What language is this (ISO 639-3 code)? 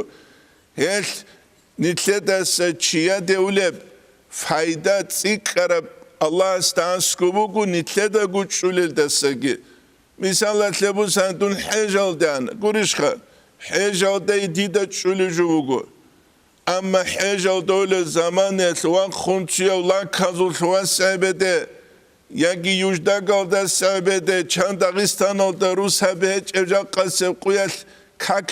ava